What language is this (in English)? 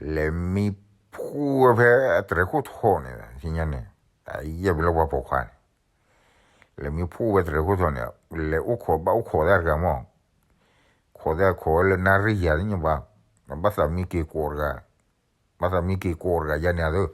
S'gaw Karen